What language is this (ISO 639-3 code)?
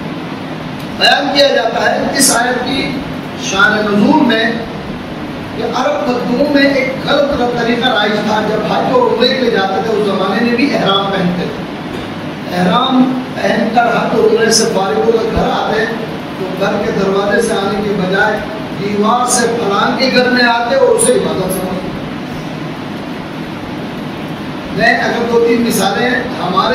urd